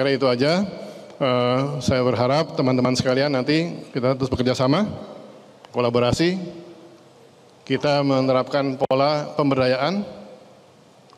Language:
Indonesian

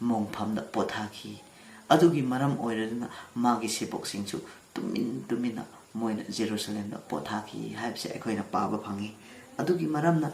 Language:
Manipuri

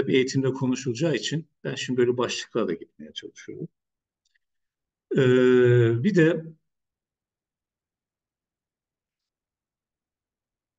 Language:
Turkish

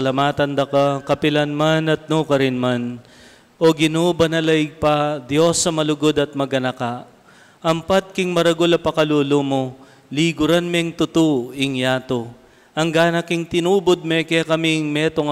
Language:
Pampanga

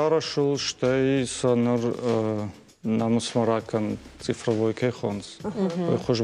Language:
Ossetic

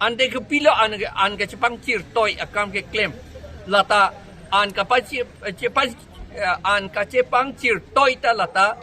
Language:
Karbi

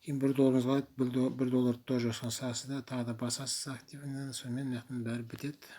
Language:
Kazakh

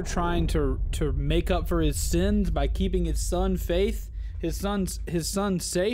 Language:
English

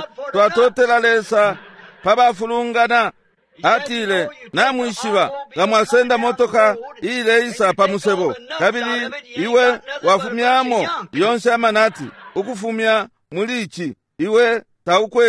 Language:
Bemba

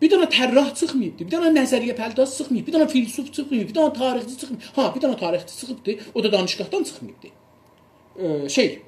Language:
South Azerbaijani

